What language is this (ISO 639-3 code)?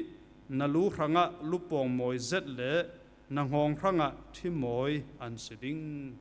cfm